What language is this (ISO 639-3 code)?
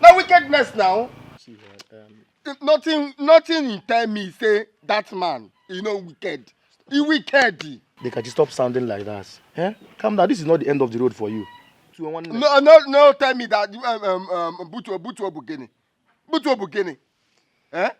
pcm